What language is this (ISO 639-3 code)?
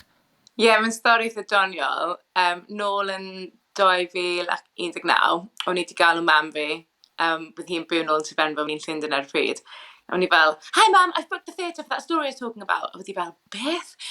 cym